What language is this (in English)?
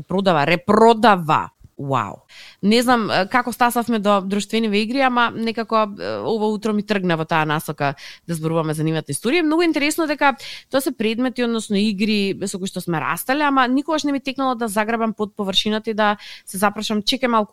Macedonian